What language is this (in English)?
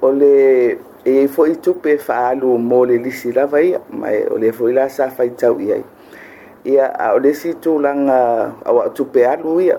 Samoan